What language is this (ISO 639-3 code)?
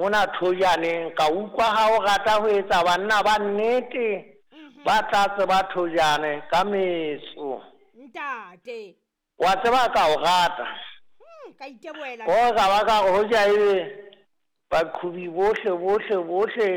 sot